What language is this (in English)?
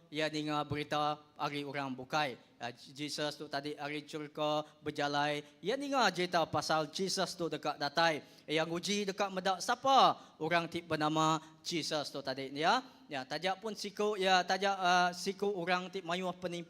Iban